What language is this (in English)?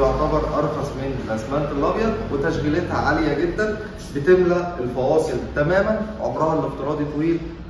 Egyptian Arabic